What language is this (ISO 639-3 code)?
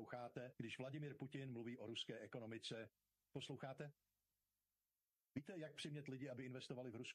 ces